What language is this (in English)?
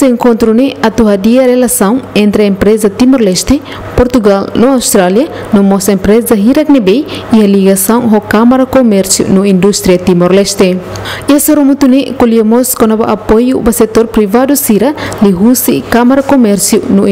Tetum